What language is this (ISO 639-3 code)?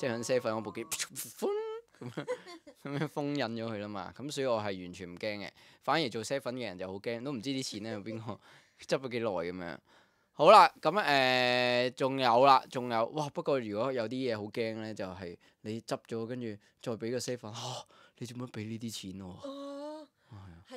yue